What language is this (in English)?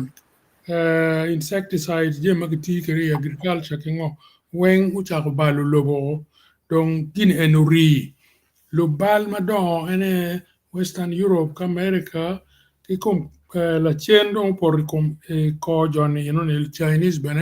Acoli